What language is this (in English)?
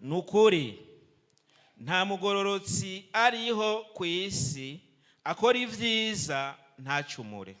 Rundi